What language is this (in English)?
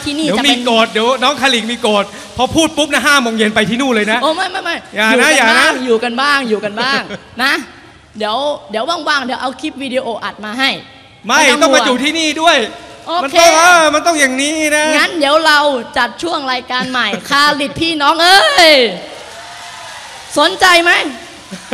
Thai